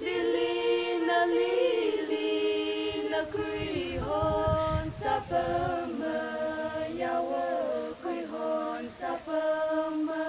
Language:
Tangkhul Naga (India)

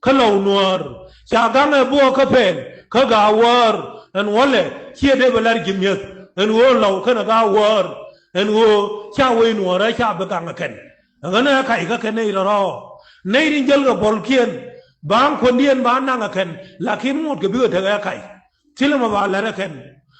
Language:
Nuer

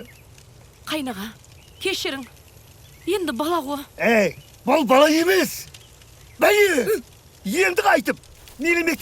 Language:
Kara-Kalpak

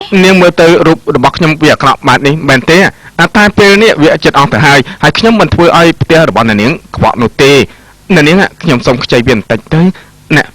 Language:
Khmer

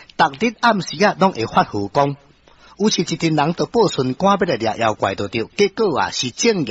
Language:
Min Nan Chinese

